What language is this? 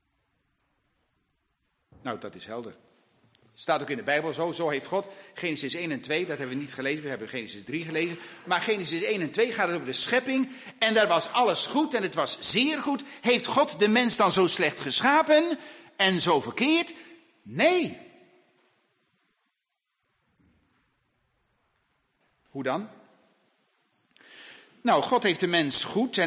Dutch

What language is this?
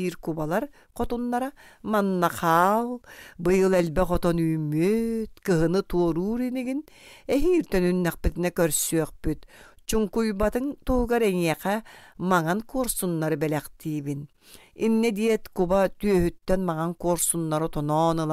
Yakut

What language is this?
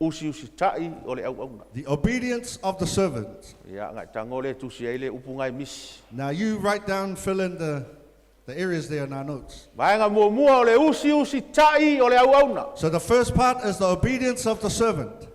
Samoan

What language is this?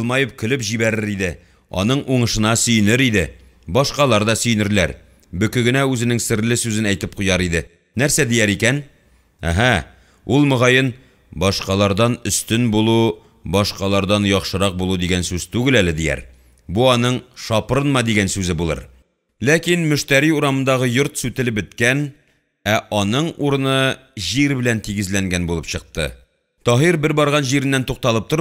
Tatar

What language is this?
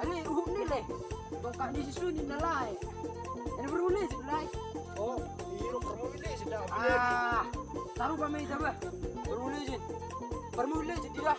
Batak Toba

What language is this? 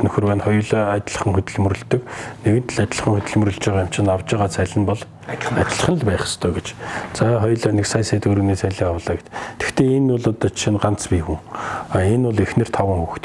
Mongolian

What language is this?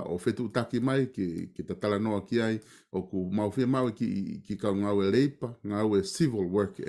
Tongan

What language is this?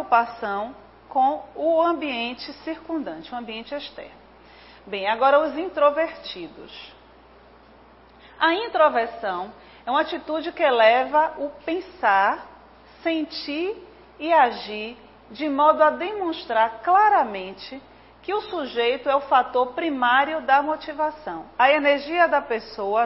Portuguese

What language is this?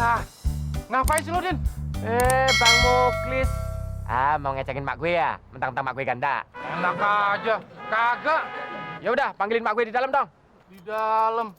Betawi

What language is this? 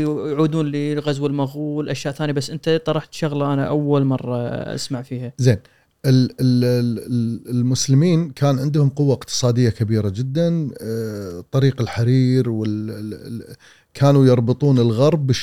Gulf Arabic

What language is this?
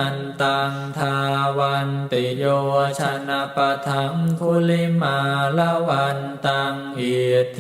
Pali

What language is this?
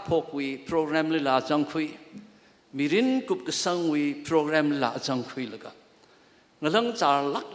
Tangkhul Naga (India)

